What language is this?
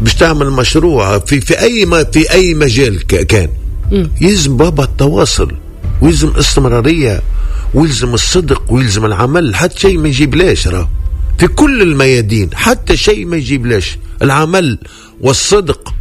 Tunisian Arabic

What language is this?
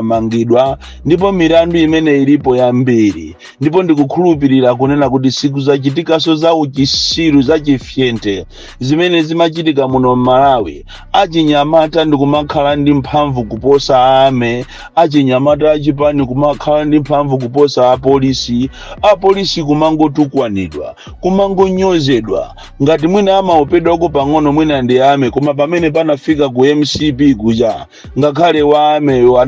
Nyanja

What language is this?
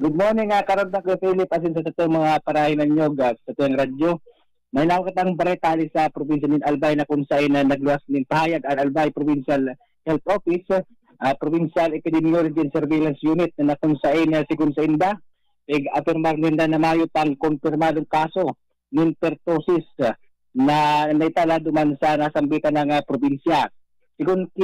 Bikol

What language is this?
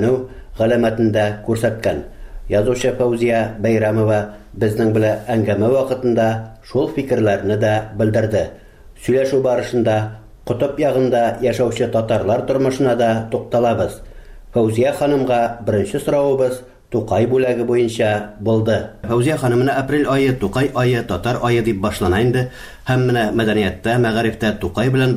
Tatar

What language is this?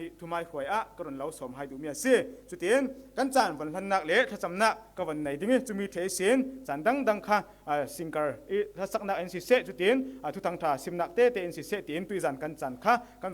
Falam Chin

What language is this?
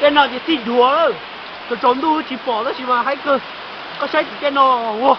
Hmong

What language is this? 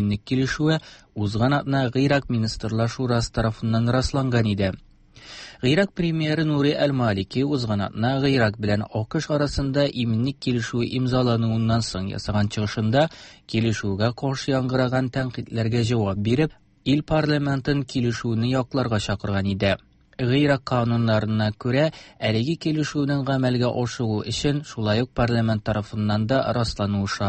Tatar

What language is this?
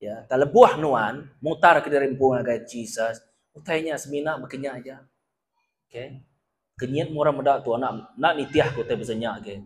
Iban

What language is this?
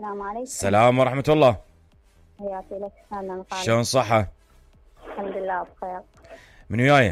Mesopotamian Arabic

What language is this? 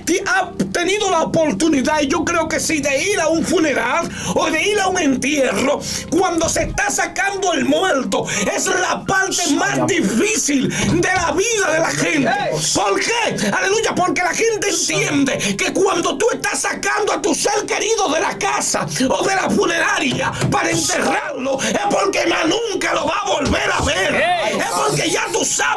Spanish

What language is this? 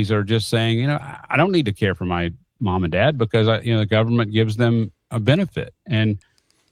English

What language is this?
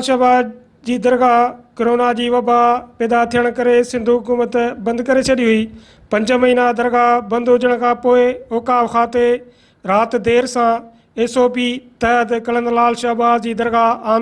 Sindhi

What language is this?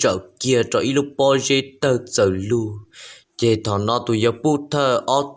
Hmong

